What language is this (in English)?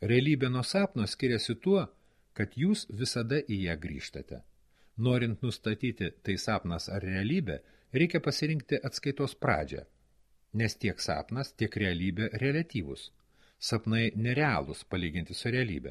Lithuanian